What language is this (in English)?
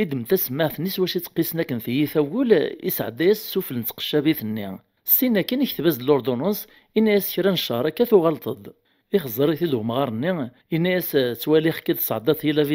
Kabyle